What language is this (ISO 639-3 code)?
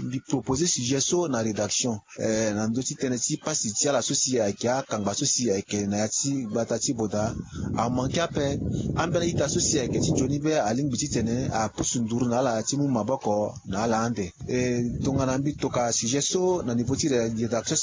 sag